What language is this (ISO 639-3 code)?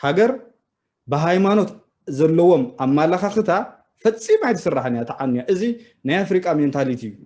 tir